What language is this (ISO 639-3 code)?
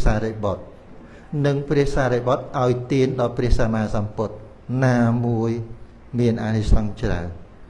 khm